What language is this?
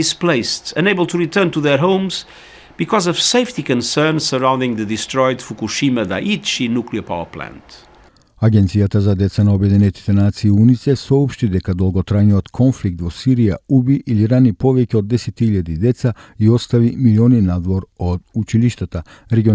Macedonian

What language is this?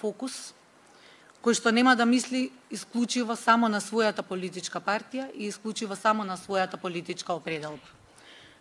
Macedonian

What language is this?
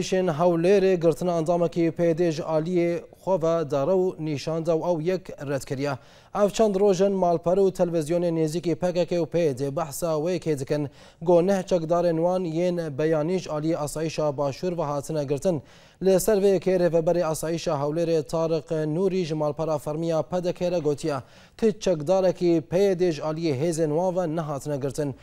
Kurdish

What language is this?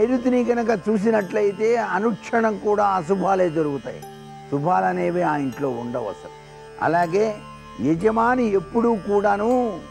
Telugu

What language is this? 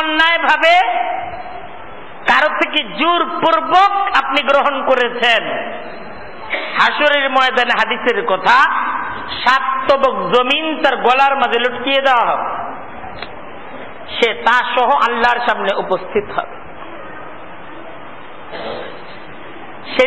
Bangla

